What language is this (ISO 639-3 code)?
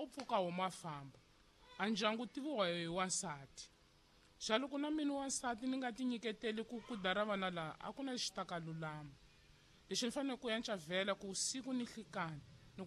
tso